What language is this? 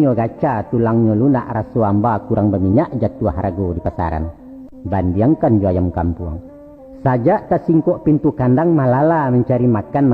Minangkabau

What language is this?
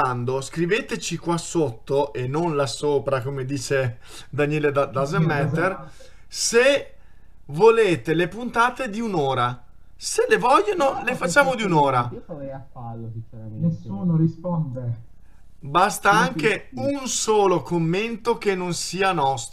Italian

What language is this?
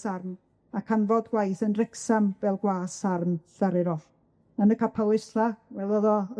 Welsh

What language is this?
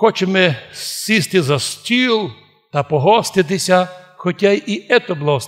Rusyn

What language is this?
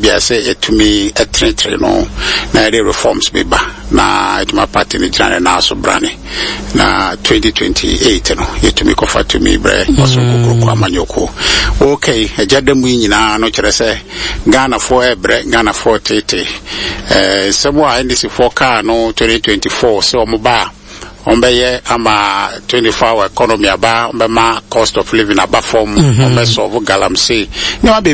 Akan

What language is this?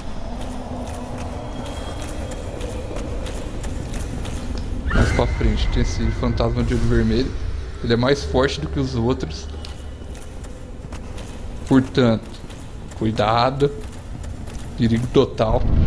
Portuguese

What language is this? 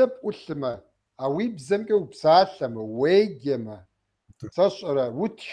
Kabardian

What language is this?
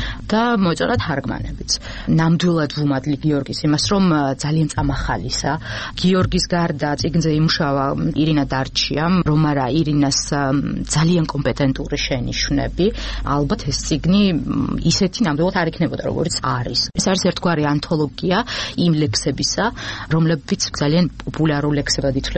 Georgian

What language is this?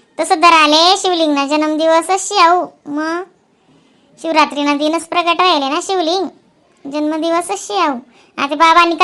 Khandesi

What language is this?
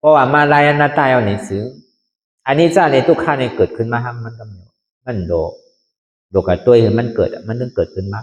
Shan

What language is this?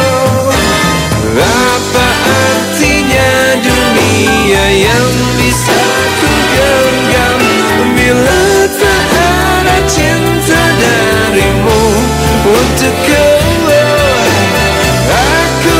Indonesian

